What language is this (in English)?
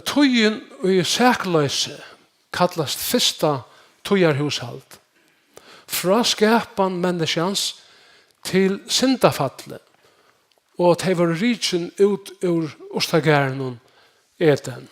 Faroese